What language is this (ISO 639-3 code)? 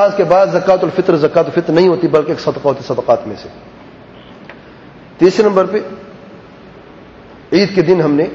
urd